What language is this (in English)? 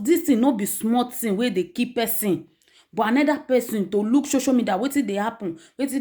Nigerian Pidgin